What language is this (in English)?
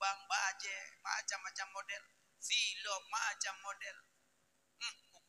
Achinese